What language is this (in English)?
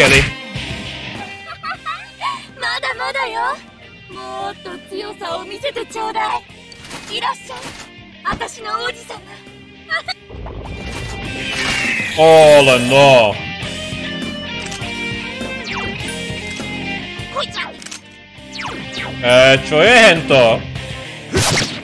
Slovak